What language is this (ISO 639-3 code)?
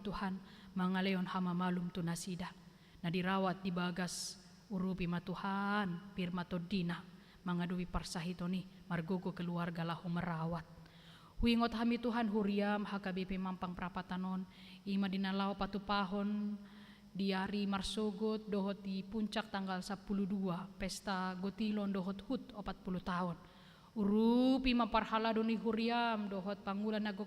bbc